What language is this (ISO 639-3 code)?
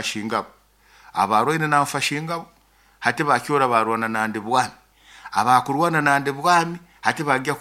nyo